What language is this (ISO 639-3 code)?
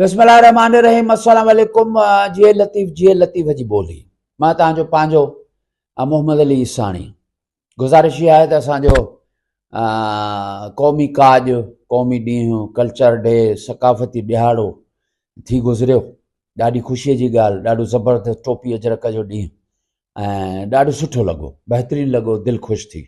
snd